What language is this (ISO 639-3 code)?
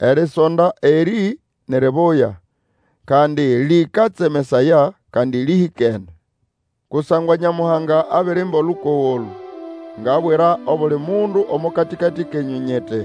nnb